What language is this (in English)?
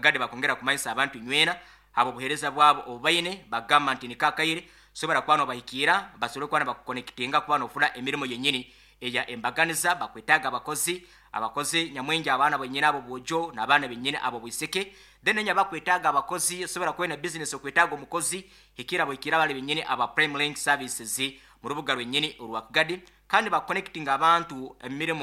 Nyoro